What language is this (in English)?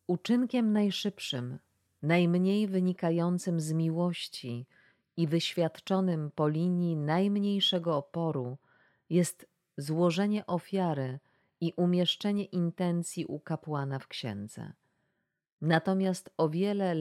Polish